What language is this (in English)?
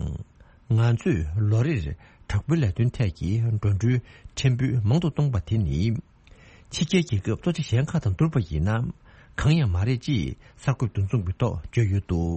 Tibetan